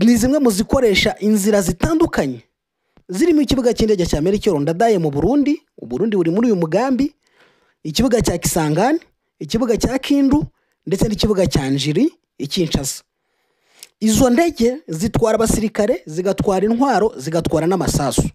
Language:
Kinyarwanda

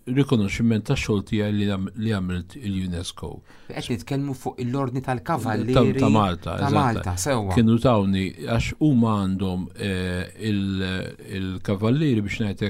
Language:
Maltese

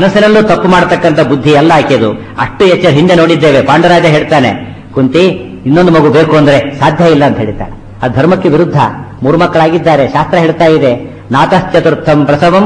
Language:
Kannada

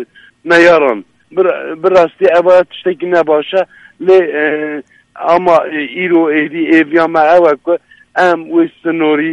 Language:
Kurdish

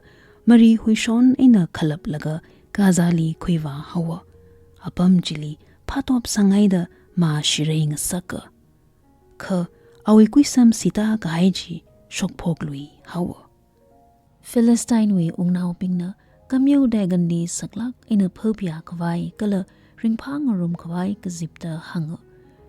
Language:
Tangkhul Naga (India)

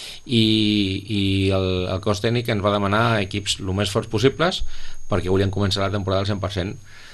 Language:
Catalan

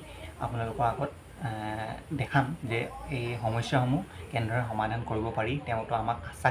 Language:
Assamese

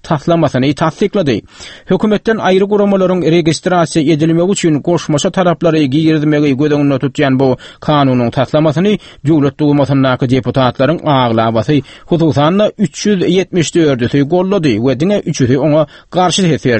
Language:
Turkmen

